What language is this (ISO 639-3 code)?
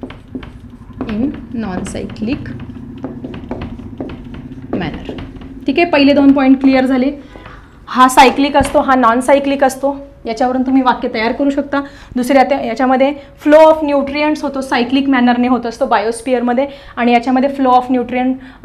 mar